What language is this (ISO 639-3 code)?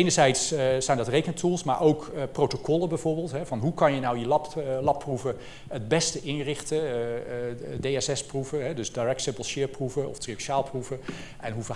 nld